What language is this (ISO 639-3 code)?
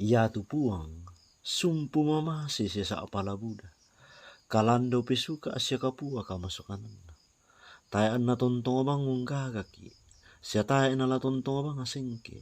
sda